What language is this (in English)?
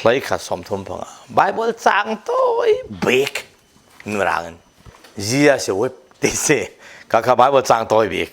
Falam Chin